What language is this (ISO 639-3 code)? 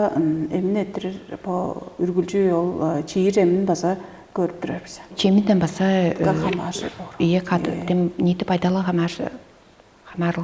tyv